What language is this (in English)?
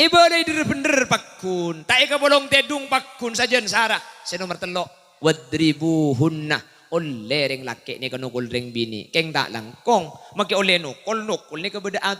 Madurese